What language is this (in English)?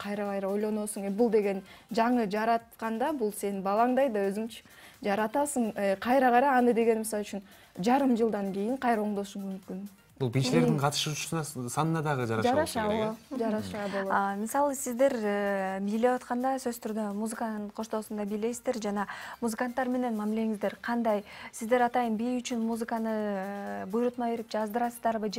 Kyrgyz